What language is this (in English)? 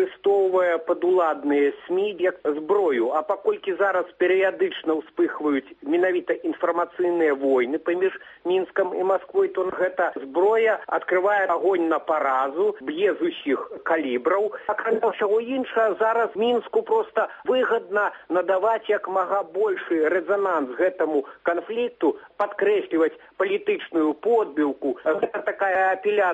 Belarusian